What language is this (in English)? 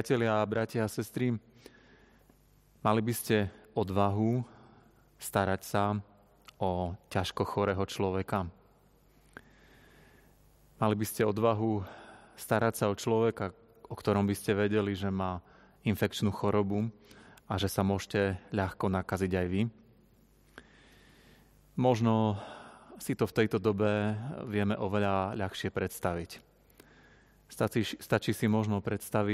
Slovak